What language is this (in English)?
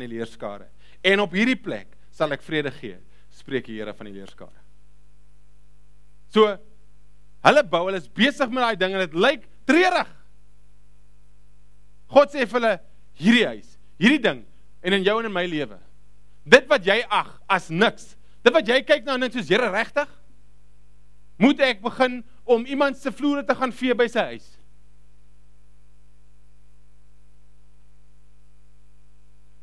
Afrikaans